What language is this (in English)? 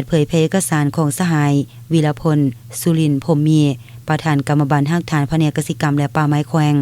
Lao